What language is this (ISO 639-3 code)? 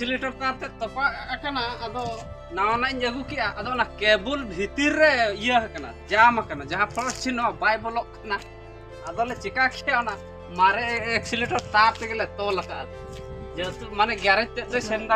sat